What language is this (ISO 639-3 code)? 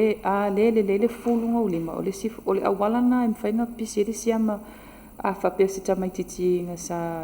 smo